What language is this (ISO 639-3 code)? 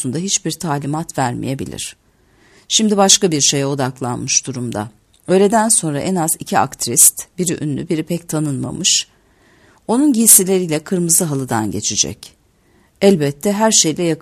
tur